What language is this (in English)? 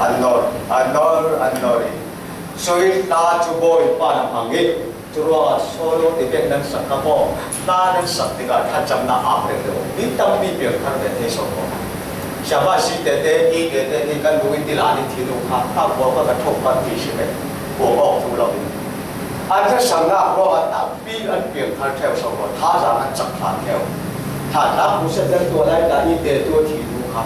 Falam Chin